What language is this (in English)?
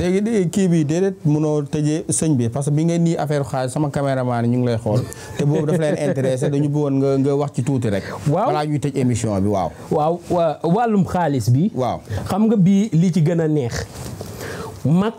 Wolof